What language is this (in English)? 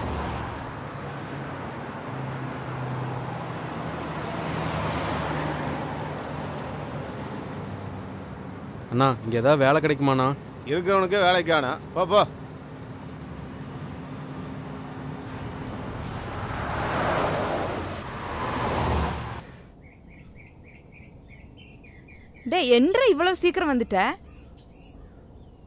Tamil